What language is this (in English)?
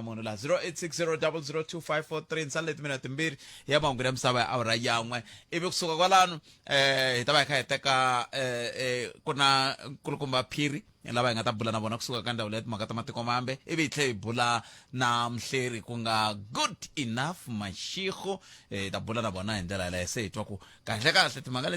Tsonga